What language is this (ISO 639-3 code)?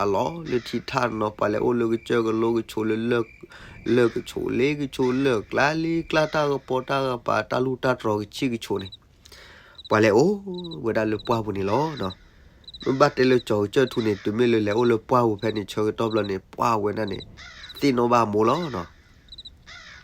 ksw